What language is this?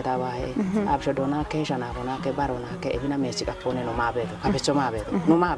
Kafa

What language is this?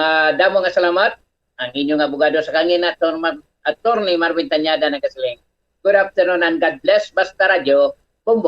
Hiligaynon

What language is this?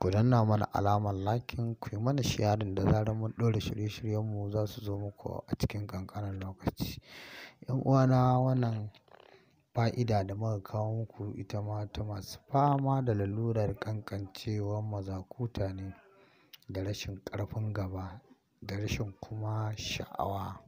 Hausa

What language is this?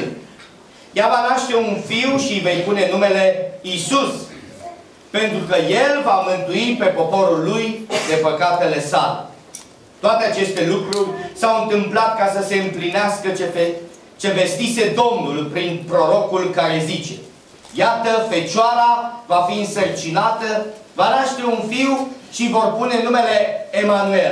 Romanian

